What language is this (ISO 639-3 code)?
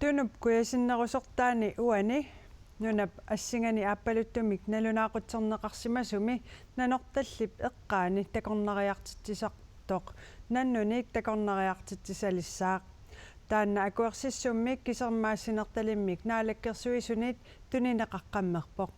kal